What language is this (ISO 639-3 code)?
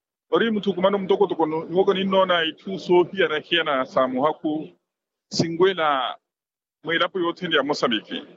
vmw